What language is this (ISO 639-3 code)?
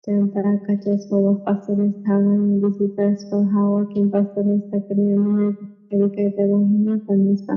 quh